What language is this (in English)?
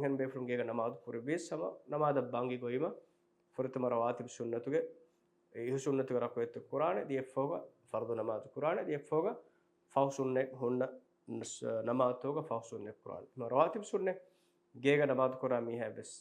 Divehi